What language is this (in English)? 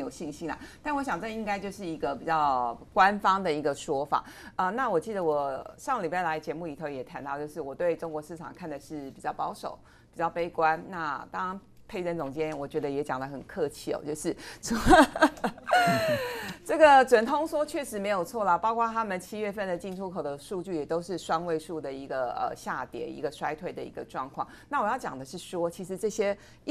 Chinese